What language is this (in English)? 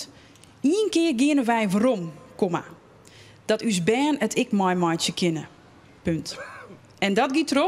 Western Frisian